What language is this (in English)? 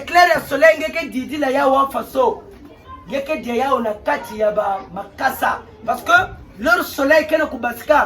Kituba (Democratic Republic of Congo)